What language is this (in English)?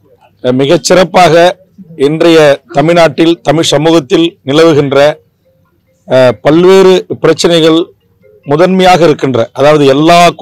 Tamil